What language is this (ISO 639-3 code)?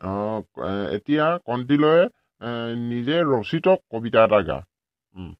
asm